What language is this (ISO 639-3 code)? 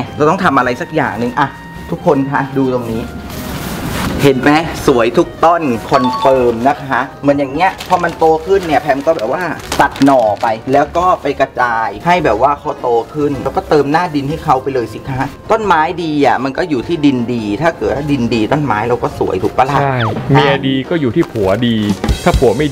tha